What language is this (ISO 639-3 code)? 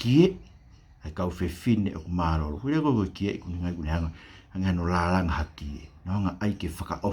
ton